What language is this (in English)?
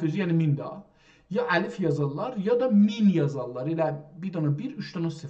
South Azerbaijani